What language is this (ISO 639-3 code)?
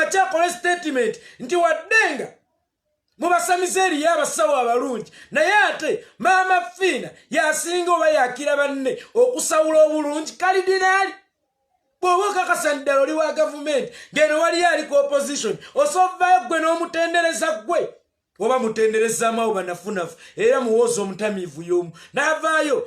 lug